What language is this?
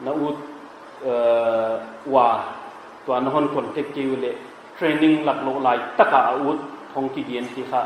Paite Chin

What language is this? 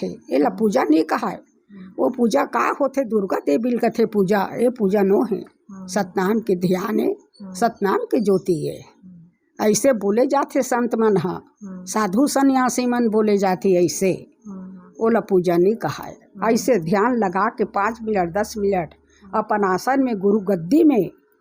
Chhattisgarhi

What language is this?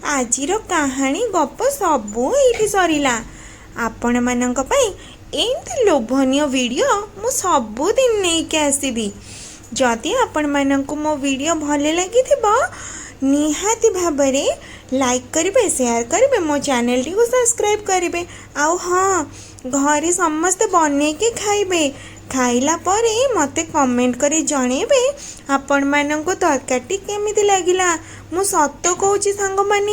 Odia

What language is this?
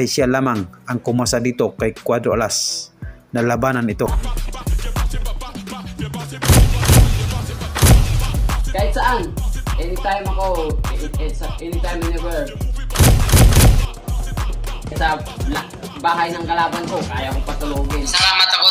Filipino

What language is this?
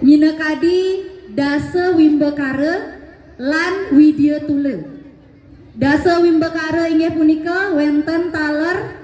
Balinese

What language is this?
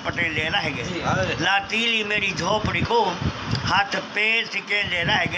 Saraiki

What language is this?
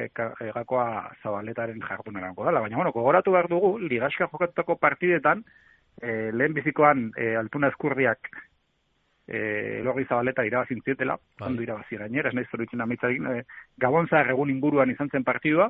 Basque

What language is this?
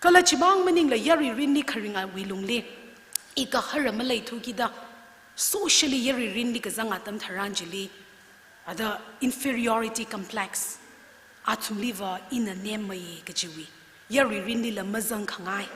Tangkhul Naga (India)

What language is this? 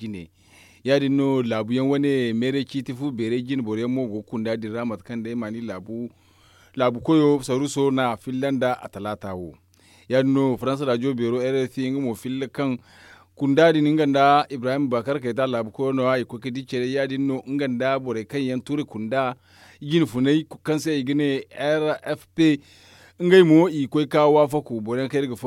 Zarma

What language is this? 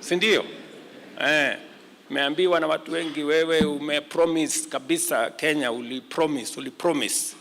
Kamba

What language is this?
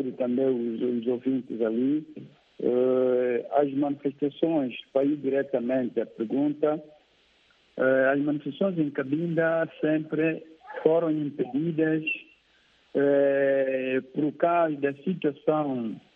Portuguese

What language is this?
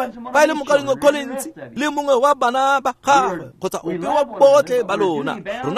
Tswana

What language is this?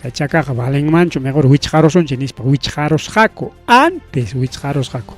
Ayacucho Quechua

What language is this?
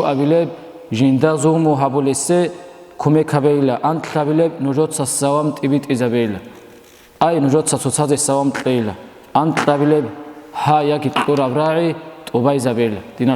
Avaric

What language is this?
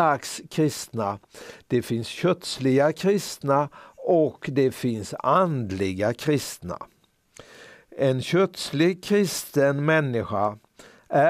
Swedish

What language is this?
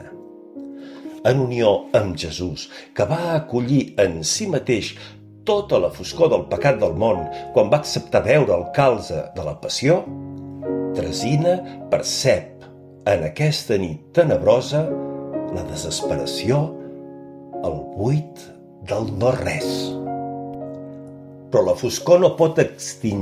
Catalan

